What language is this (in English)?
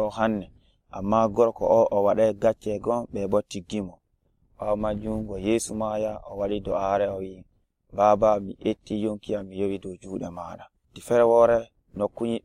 Nigerian Fulfulde